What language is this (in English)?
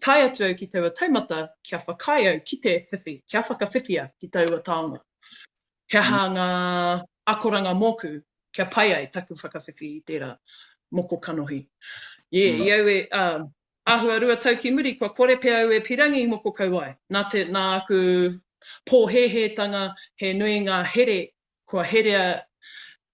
Māori